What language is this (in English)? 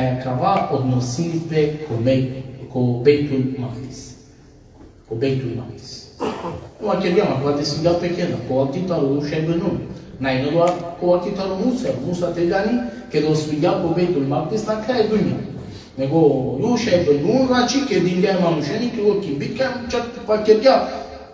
Balkan Romani